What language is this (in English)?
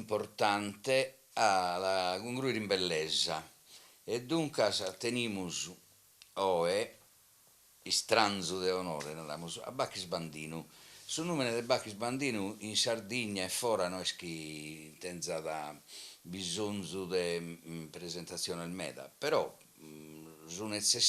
Sardinian